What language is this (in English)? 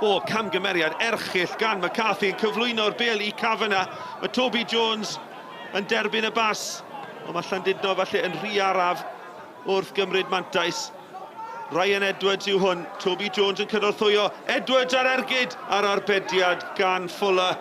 Welsh